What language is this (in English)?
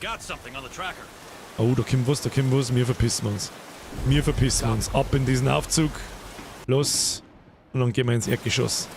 Bavarian